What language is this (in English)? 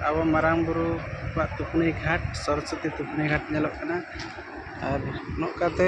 Santali